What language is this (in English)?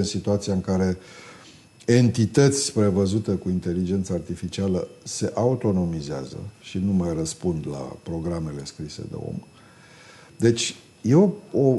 Romanian